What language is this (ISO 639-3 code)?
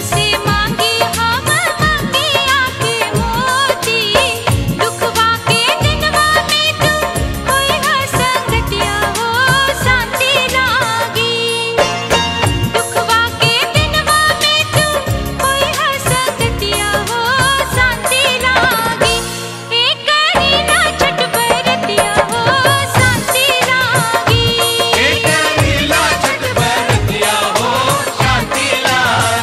bho